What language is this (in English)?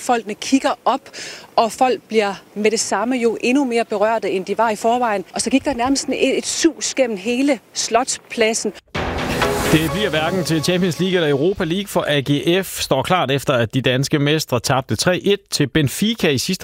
Danish